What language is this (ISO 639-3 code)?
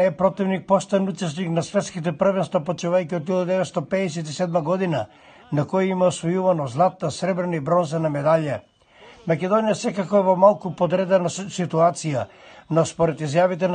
mkd